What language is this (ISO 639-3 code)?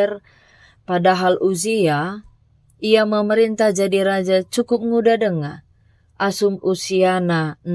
btx